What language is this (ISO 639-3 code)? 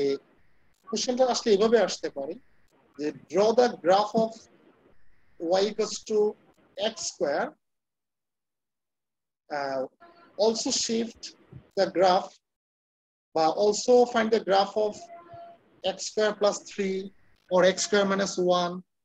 ben